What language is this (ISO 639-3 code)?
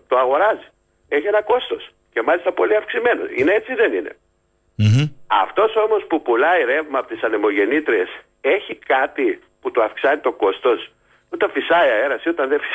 ell